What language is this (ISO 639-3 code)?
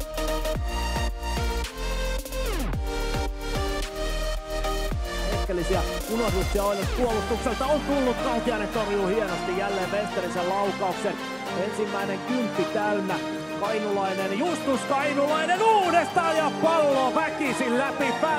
fin